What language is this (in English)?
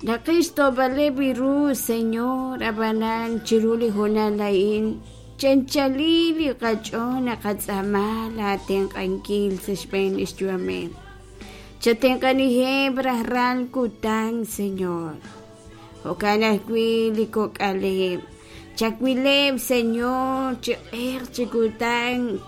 Kekchí